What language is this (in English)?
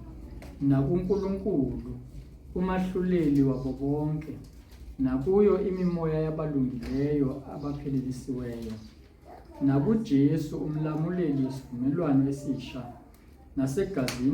Zulu